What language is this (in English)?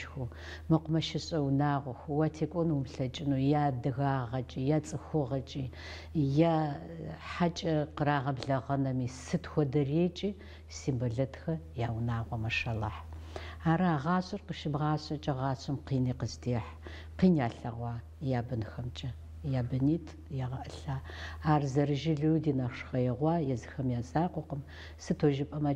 Kabardian